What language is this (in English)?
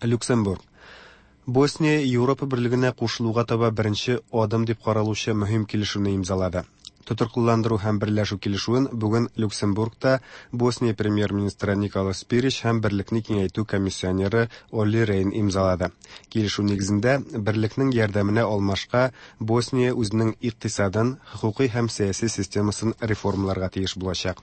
Tatar